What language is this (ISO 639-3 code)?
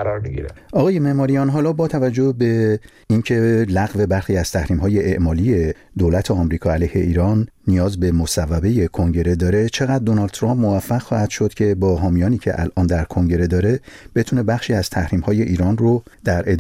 fas